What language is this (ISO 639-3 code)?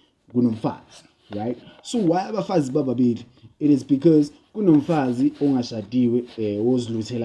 zul